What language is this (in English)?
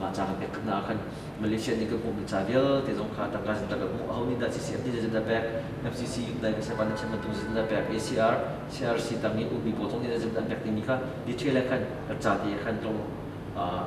Hakha Chin